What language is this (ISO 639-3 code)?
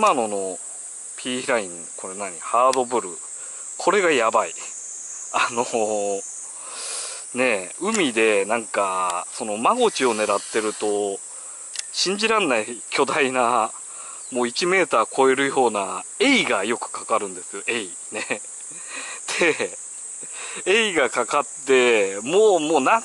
jpn